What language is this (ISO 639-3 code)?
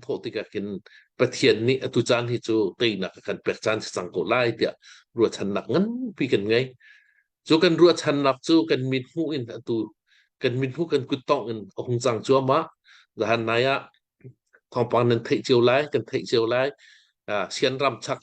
cnh